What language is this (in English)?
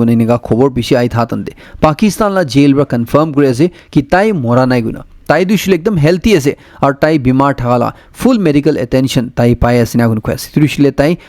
Naga Pidgin